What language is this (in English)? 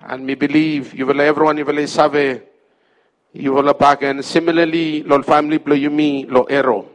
Bislama